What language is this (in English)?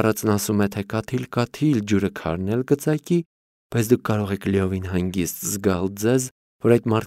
Armenian